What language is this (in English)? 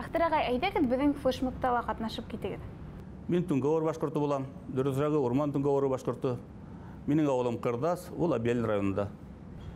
Bashkir